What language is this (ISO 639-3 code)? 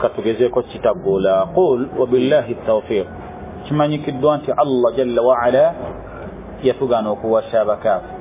lug